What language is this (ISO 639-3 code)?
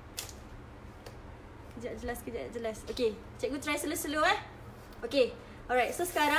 msa